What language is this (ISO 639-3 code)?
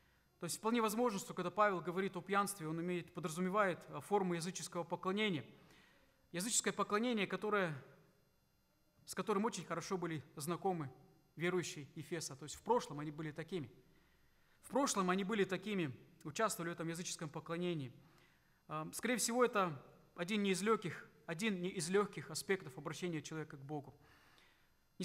rus